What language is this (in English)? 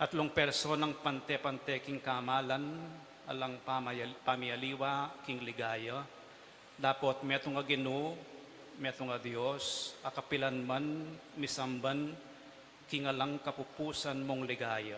Pampanga